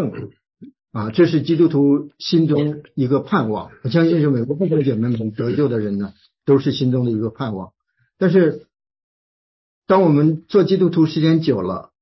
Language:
Chinese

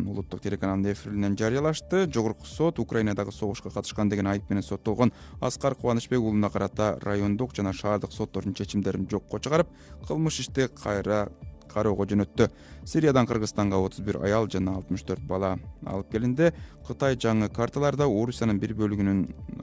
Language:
Kyrgyz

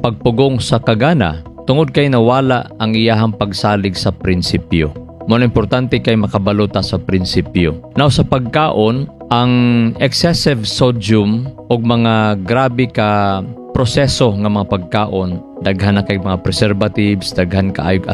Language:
Cebuano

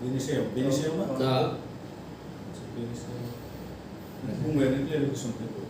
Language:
Bodo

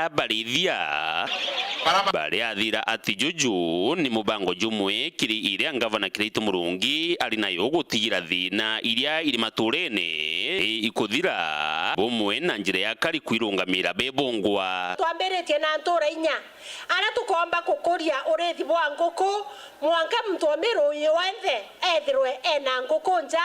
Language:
Meru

